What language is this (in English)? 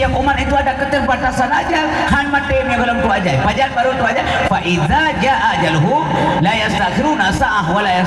Achinese